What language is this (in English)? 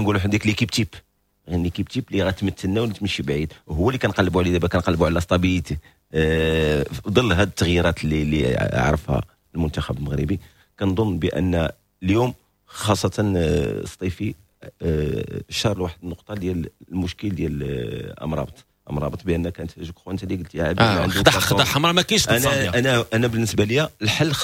Moroccan Arabic